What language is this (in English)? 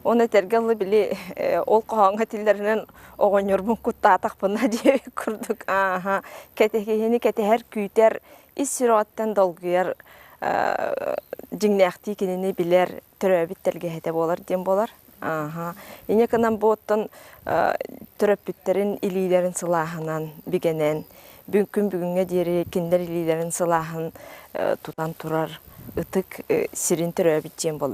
Yakut